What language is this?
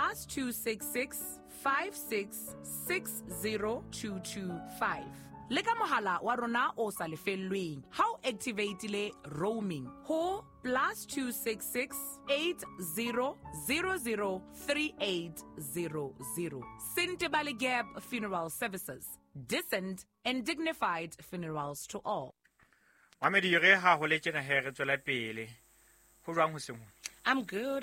Southern Sotho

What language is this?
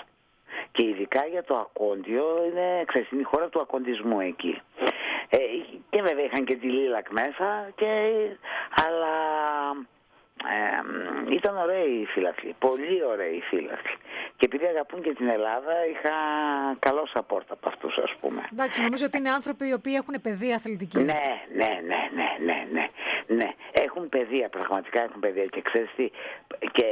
Greek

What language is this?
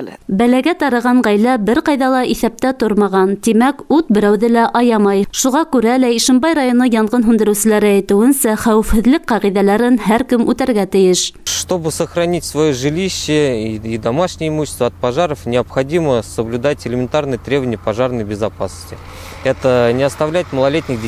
Bashkir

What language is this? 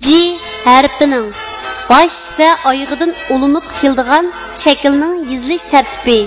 Uyghur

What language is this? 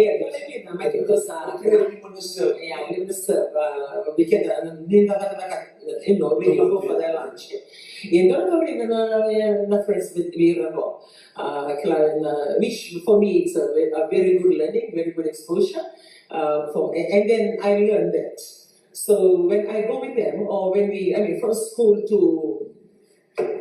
Fijian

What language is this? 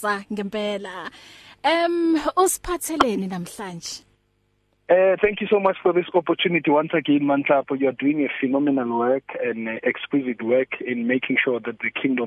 English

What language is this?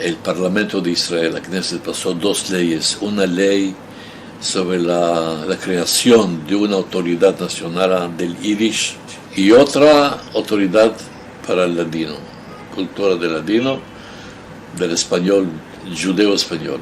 Ladino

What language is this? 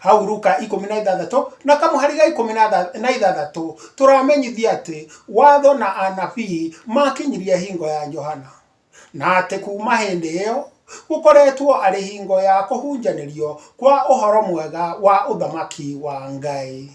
Kikuyu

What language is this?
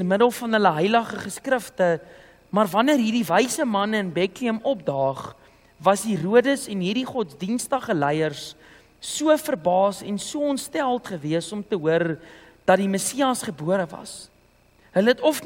Afrikaans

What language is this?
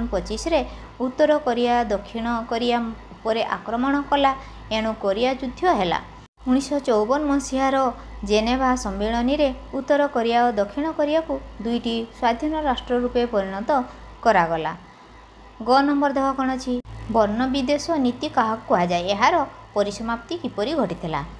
Odia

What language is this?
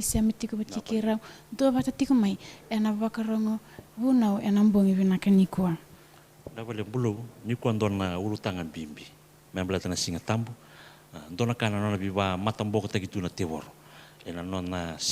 Fijian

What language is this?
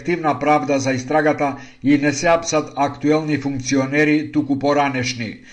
Macedonian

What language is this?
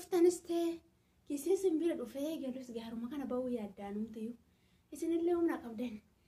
Oromo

